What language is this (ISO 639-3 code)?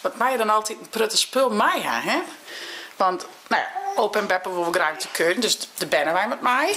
fry